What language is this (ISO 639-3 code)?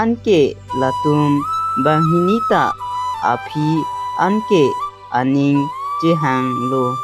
mjw